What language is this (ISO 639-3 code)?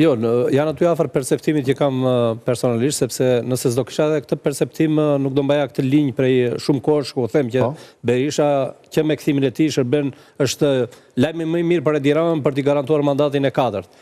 sqi